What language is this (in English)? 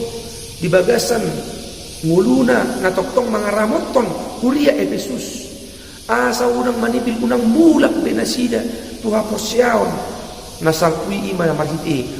Batak Toba